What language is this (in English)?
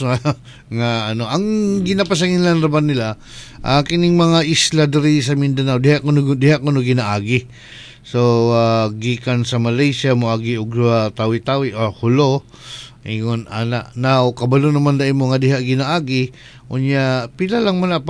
Cebuano